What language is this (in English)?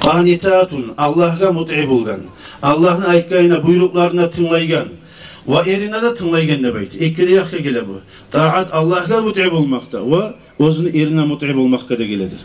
Kumyk